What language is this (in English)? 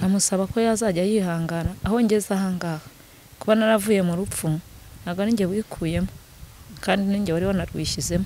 Kinyarwanda